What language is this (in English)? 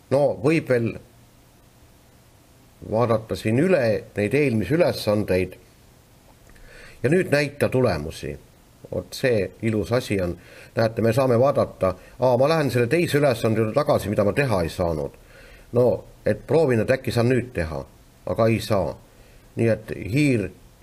Estonian